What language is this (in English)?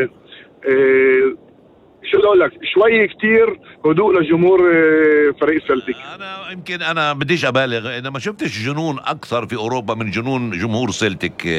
North Levantine Arabic